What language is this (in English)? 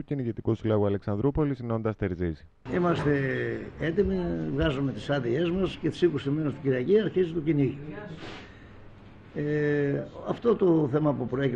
Greek